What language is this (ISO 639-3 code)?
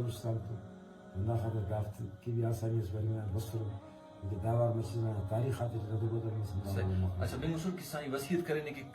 brh